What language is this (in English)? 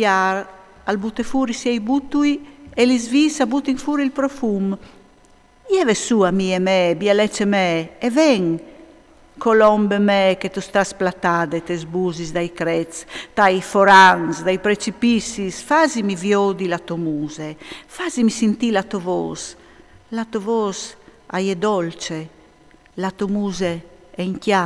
Friulian